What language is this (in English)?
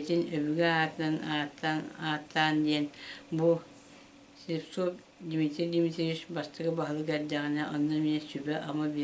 Yakut